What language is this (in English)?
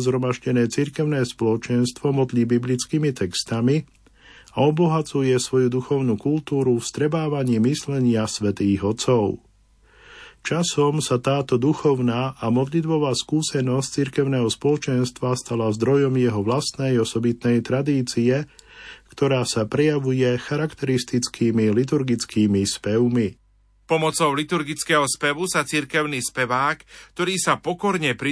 Slovak